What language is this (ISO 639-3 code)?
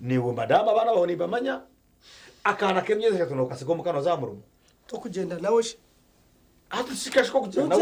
nyn